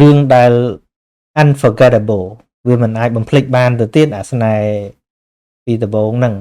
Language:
Khmer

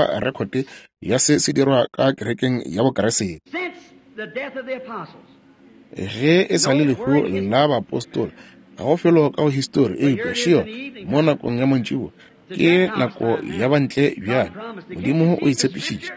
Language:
Northern Sotho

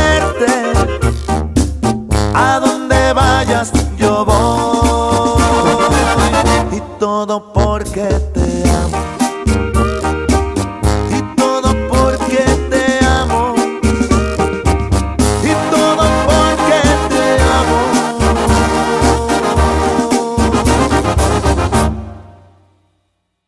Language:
Spanish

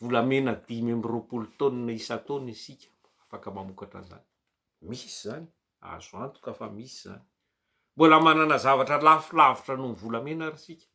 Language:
Malagasy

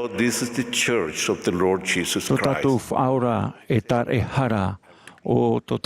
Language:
Tahitian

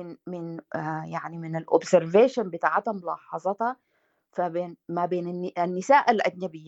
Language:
Sudanese Arabic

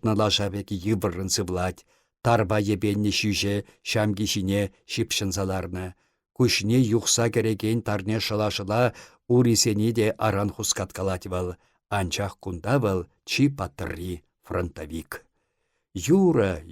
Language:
Chuvash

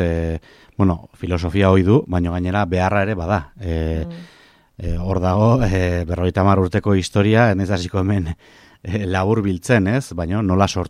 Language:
Basque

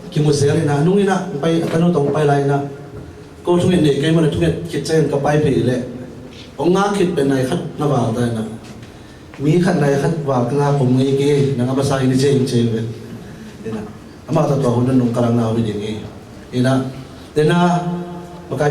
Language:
Tedim Chin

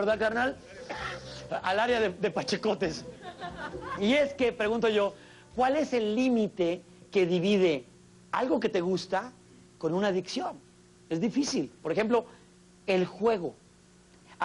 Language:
Spanish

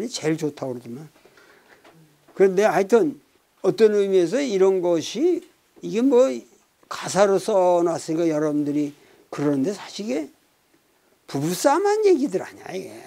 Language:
Korean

